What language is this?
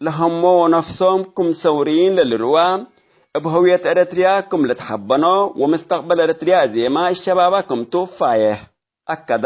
Tigre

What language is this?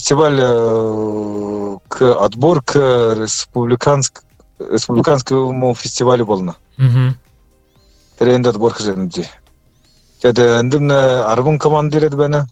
Buriat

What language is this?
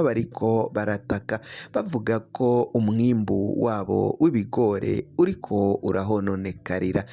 Rundi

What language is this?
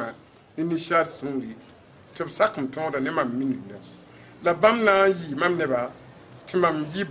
Mossi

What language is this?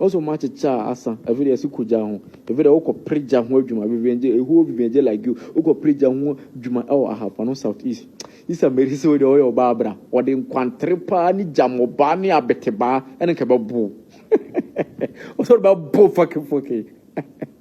Akan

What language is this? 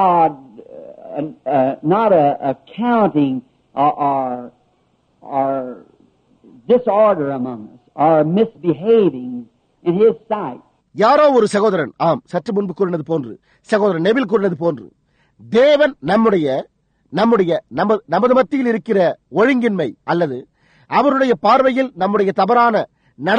Tamil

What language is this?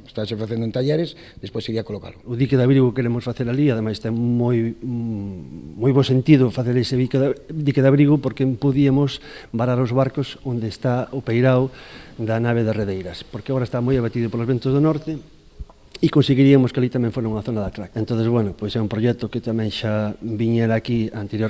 Galician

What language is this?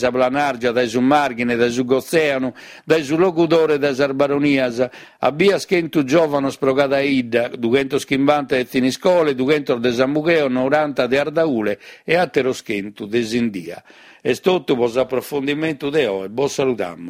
Sardinian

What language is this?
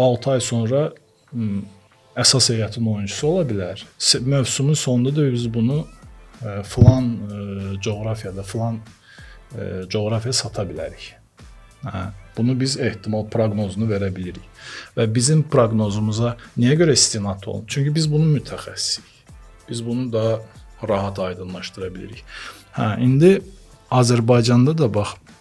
Azerbaijani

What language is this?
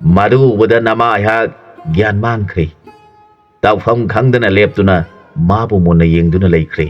Manipuri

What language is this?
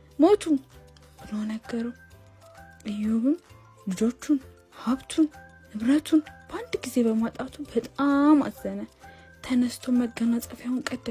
Amharic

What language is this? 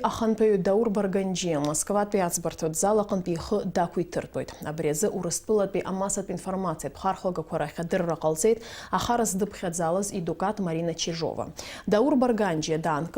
Abkhazian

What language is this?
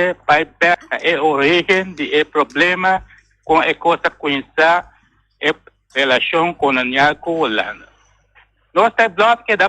Papiamento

